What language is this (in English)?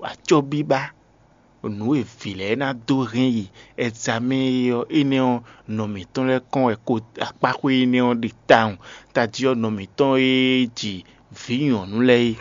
Fon